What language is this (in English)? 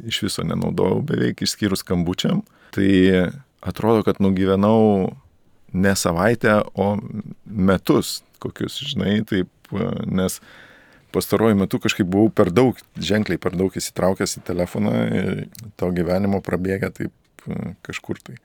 Lithuanian